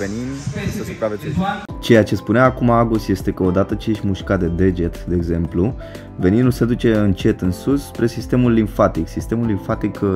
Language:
Romanian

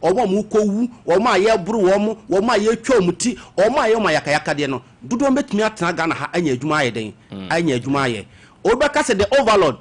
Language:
Akan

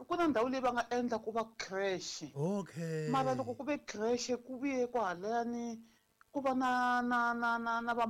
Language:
Tsonga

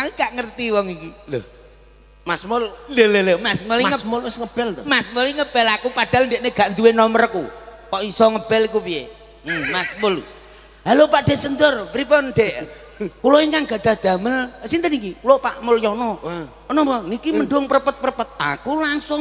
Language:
Javanese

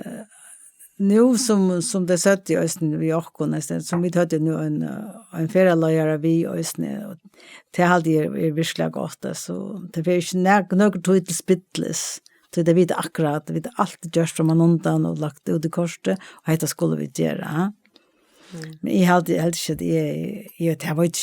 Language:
Faroese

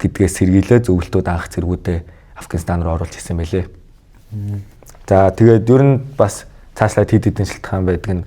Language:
Mongolian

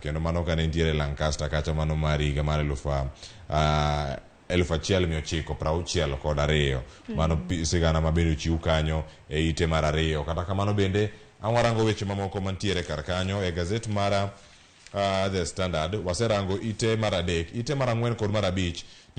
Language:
Luo (Kenya and Tanzania)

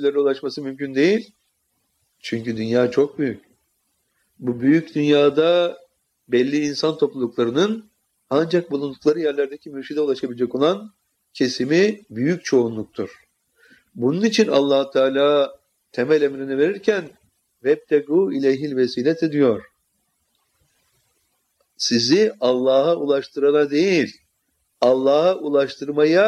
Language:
Turkish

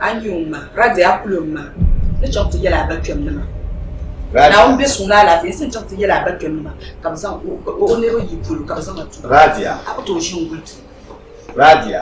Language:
Dagbani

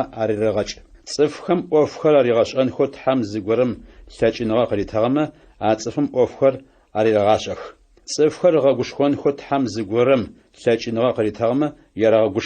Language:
Adyghe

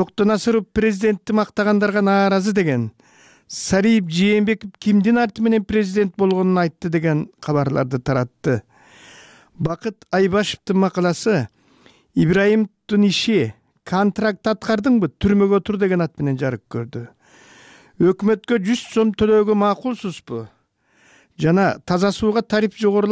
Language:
Kyrgyz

